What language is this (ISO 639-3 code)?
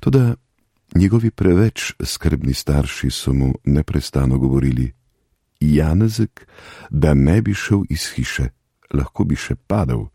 slv